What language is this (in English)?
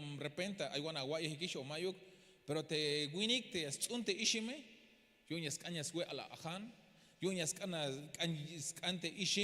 Tzeltal